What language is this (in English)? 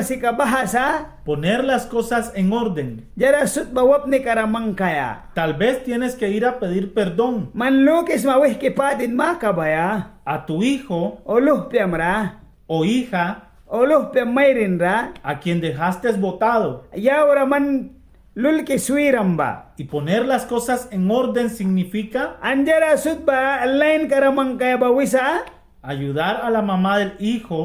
Mískito